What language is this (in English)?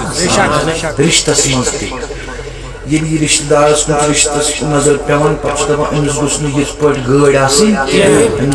Kashmiri